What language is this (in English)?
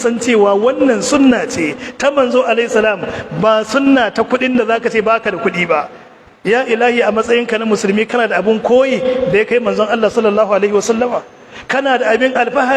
Hausa